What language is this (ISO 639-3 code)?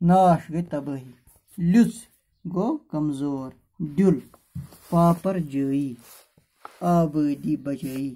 kas